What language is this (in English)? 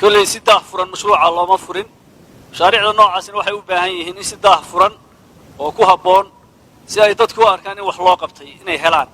Somali